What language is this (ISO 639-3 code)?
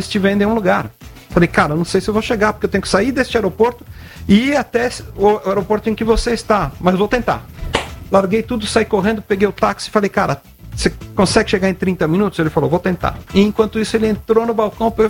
por